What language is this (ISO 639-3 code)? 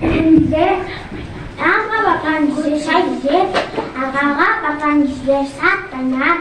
tyv